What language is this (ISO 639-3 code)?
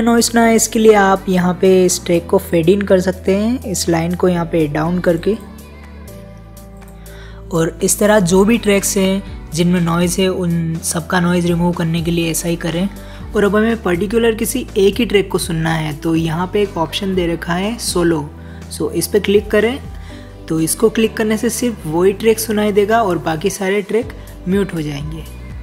hin